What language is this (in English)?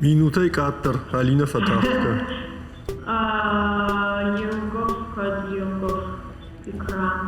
Ossetic